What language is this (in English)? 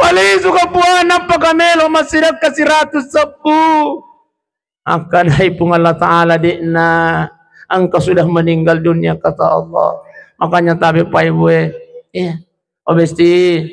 Buginese